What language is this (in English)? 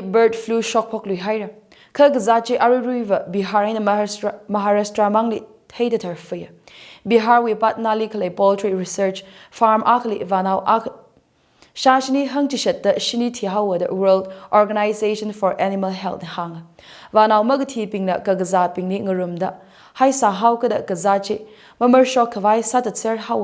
Tangkhul Naga (India)